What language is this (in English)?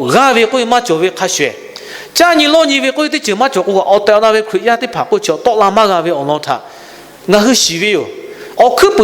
Lahu